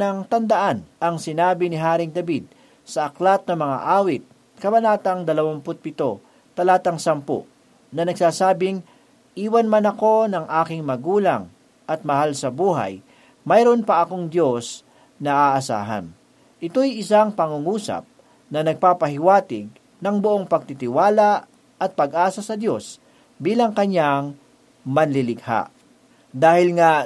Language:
Filipino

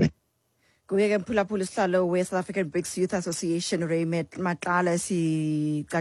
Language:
Xhosa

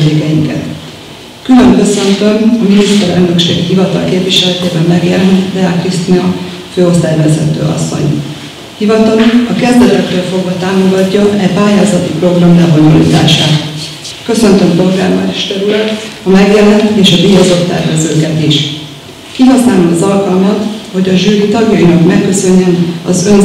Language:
Hungarian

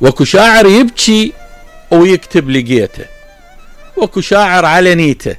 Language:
Mesopotamian Arabic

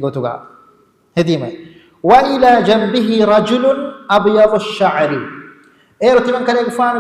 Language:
Divehi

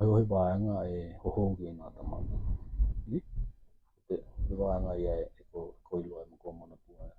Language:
Tokelau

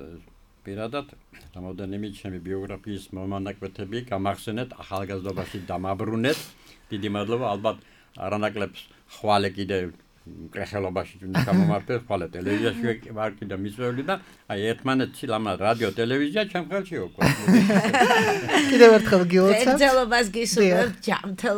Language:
Georgian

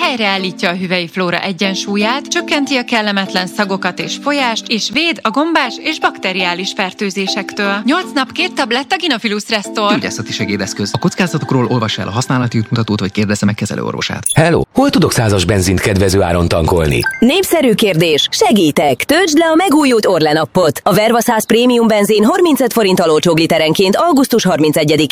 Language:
Hungarian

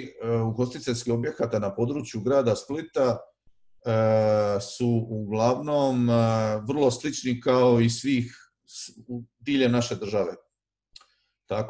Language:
Croatian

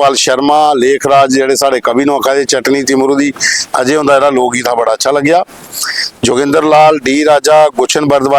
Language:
Dogri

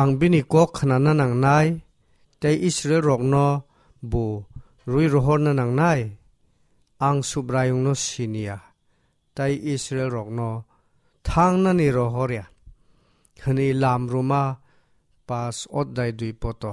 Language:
Kok Borok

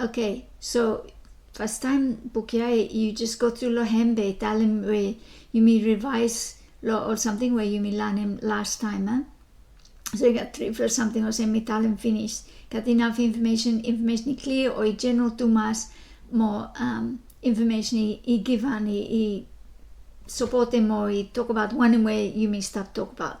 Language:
Bislama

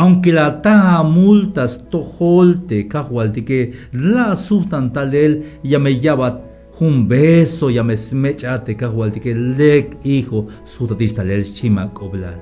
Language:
Tzeltal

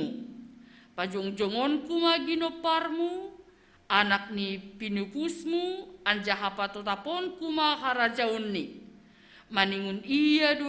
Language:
Batak Simalungun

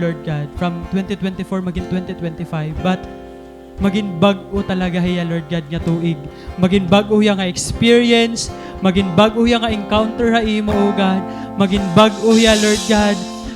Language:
Waray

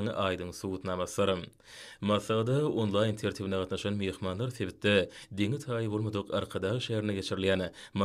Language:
Turkmen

